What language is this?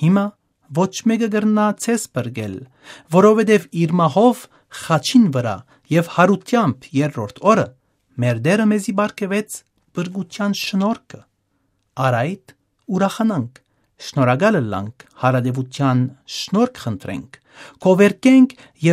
Western Armenian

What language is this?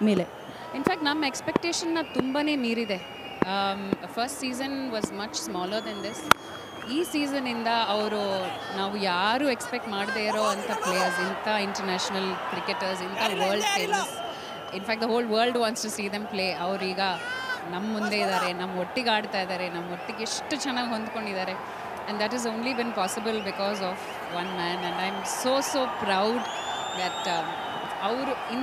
Kannada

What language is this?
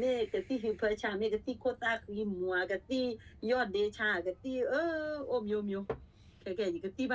S'gaw Karen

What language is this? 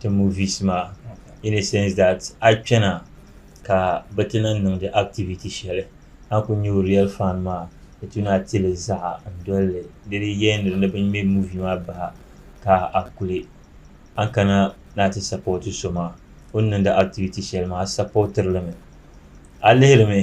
Dagbani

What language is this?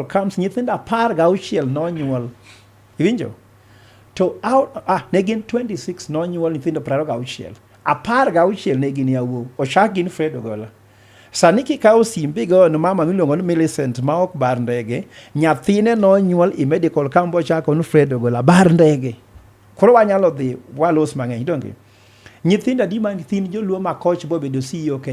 Luo (Kenya and Tanzania)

